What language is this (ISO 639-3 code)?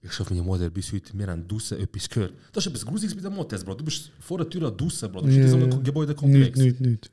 gsw